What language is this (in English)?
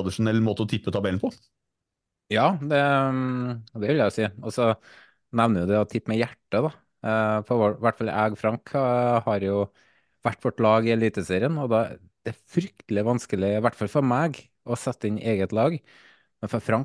Norwegian